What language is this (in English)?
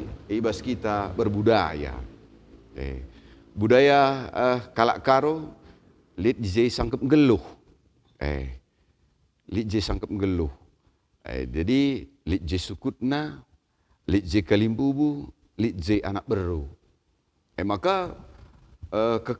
Batak Karo